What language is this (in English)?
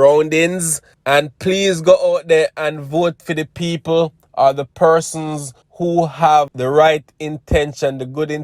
Jamaican Creole English